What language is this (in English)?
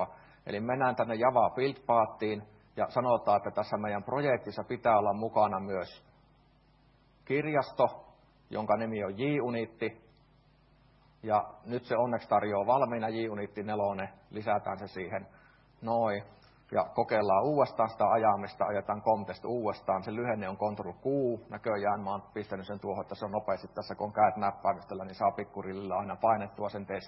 Finnish